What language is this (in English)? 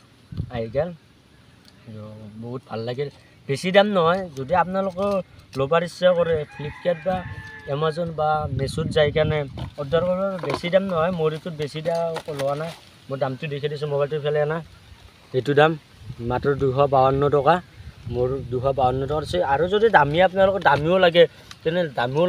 Assamese